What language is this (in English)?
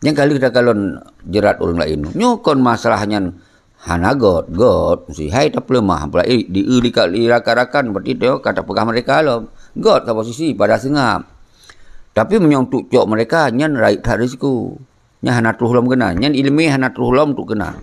Achinese